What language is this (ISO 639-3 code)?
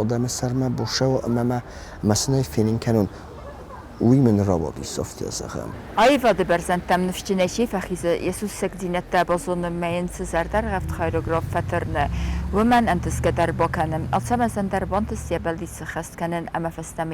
oss